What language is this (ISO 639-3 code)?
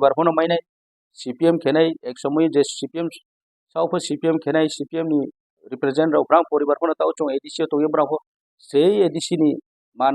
ria